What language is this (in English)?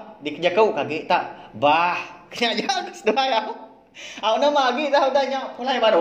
Iban